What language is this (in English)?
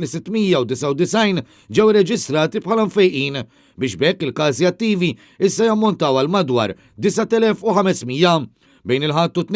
Maltese